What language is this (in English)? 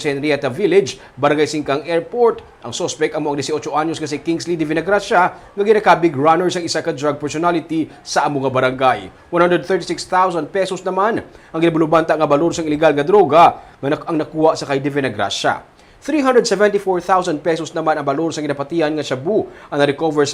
Hiligaynon